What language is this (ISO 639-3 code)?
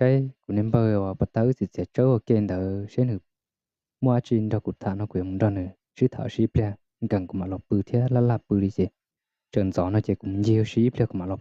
hmn